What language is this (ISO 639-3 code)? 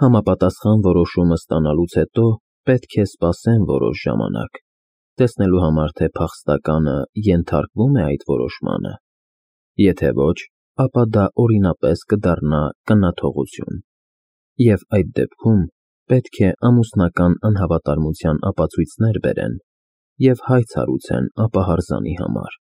hye